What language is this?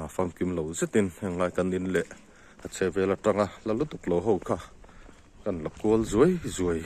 Mizo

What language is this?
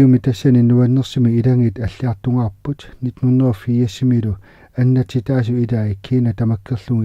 Kalaallisut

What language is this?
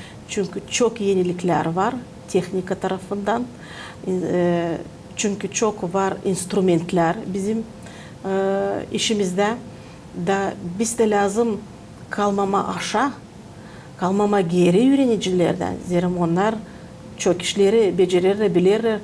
Gagauz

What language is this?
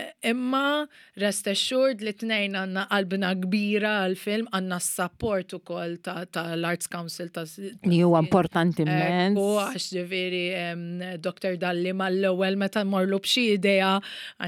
Maltese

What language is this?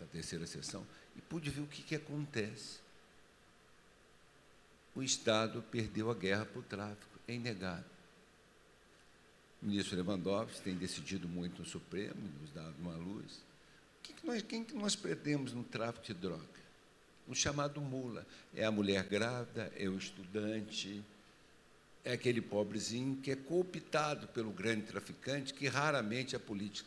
Portuguese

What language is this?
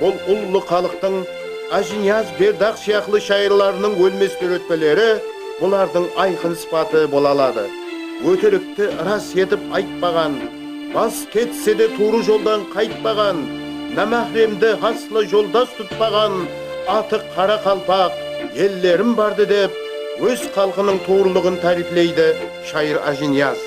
Kara-Kalpak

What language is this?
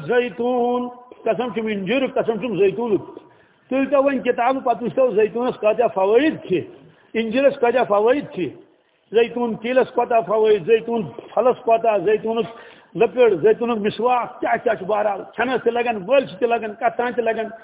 Kashmiri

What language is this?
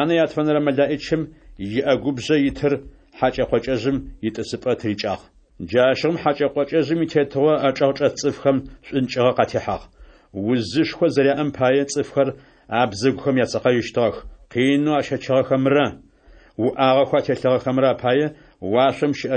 Adyghe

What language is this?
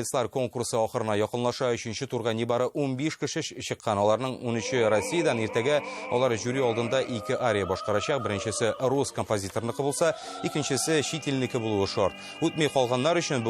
Tatar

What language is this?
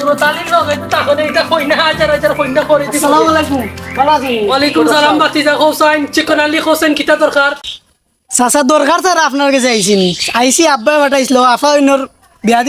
Sylheti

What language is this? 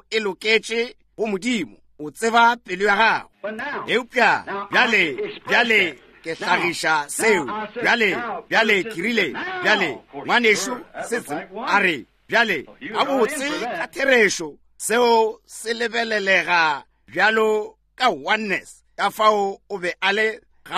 Northern Sotho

